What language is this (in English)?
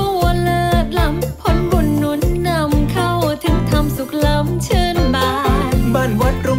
Thai